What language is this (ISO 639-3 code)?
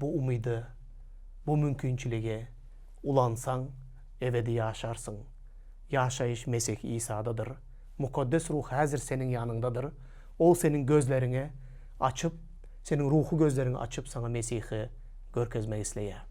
tuk